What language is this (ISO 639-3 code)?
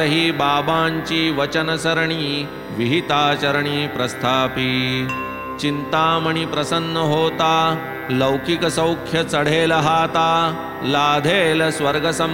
mar